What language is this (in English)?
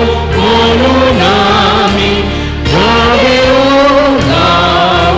Batak Toba